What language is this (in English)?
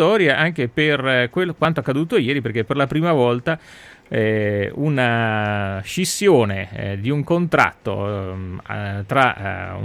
Italian